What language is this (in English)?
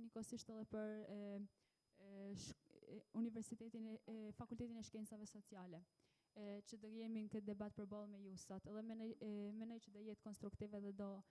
Albanian